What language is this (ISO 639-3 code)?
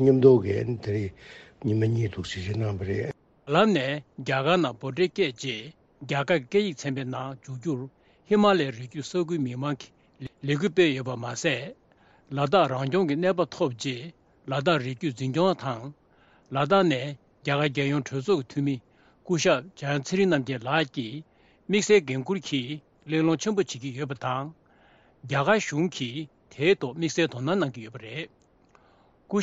bod